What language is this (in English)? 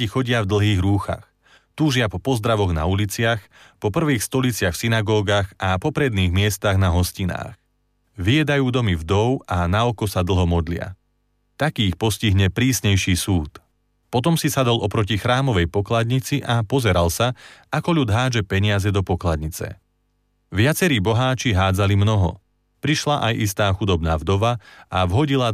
Slovak